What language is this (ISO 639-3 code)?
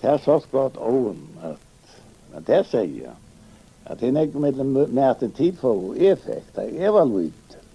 fao